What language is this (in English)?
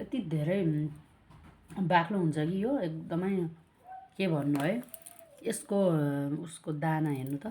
Nepali